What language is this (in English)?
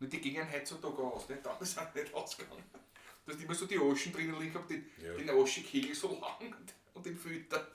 Bavarian